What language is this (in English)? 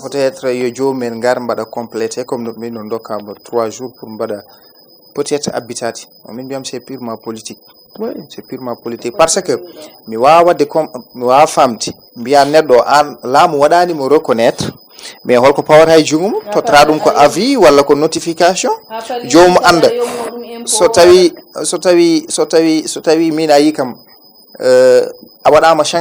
Fula